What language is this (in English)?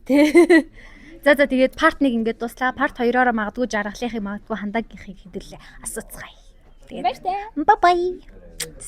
Mongolian